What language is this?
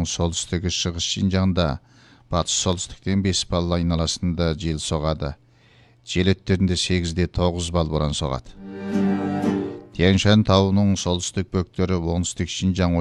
Kazakh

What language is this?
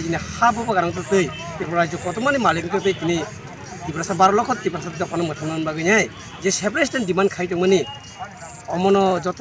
Kok Borok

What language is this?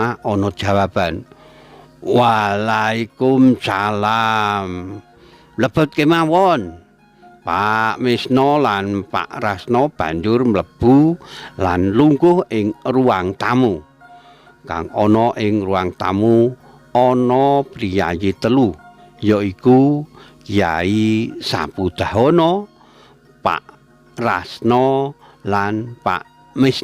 Javanese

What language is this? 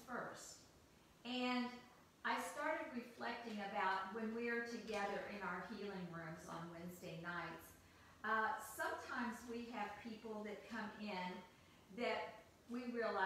English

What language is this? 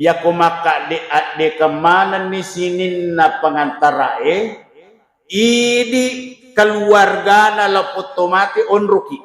Buginese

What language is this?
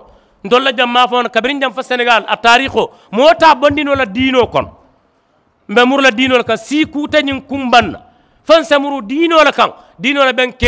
Mandingo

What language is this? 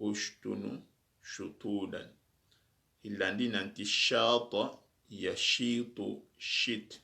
Soninke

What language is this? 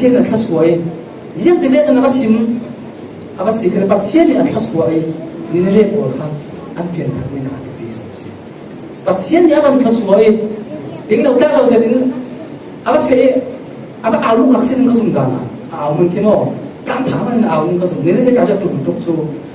Falam Chin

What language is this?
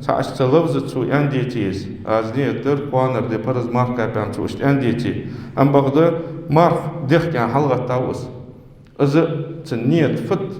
Ingush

